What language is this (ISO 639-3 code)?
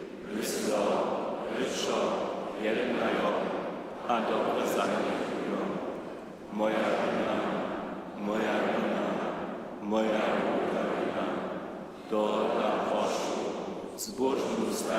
hsb